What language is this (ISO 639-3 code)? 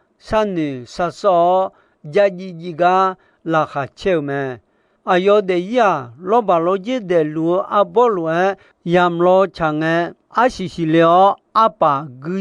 ahk